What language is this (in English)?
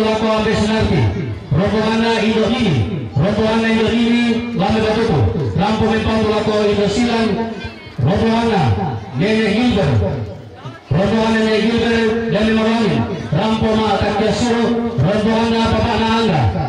Toraja-Sa'dan